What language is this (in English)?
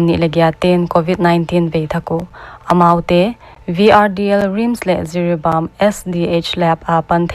Paite Chin